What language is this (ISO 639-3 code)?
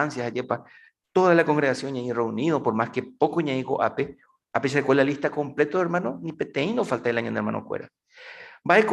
grn